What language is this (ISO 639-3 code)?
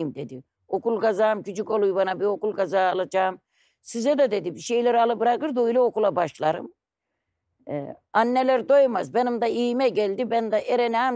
tur